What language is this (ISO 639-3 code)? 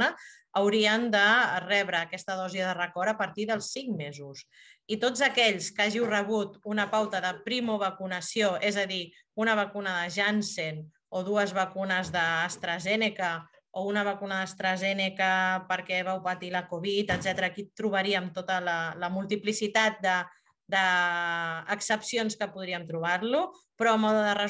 cat